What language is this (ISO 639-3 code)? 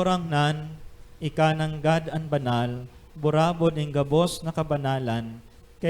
bik